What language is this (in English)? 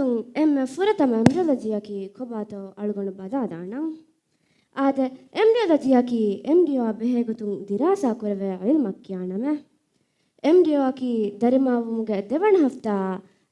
Divehi